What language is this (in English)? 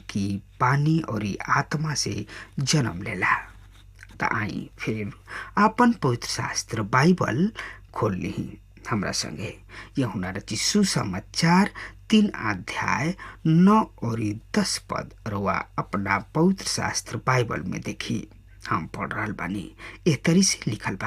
Bhojpuri